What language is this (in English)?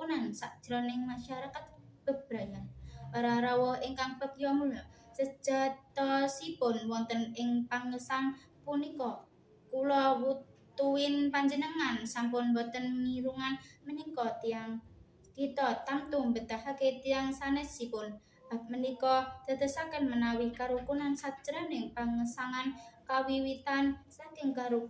Javanese